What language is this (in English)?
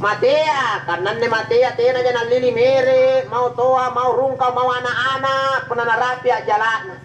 Makasar